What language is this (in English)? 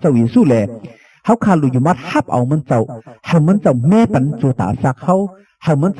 Shan